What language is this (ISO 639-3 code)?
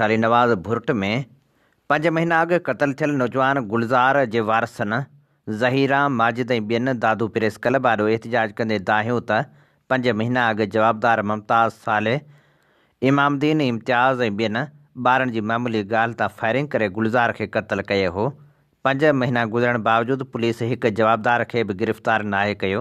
snd